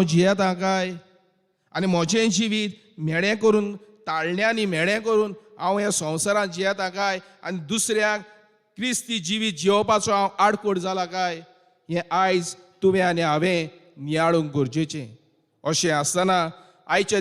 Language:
Konkani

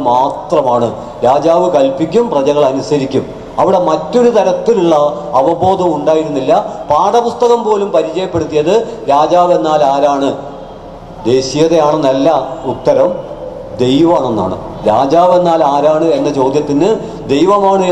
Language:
Malayalam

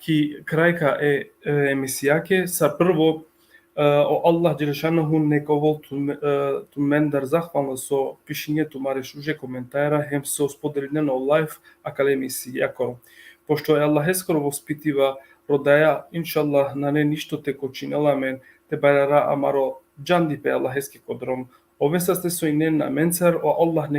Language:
Balkan Romani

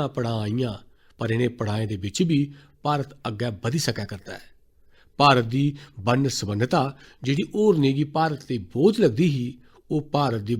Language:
Dogri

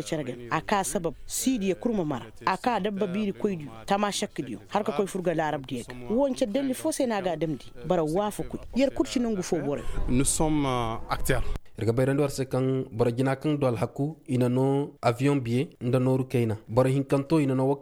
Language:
Koyraboro Senni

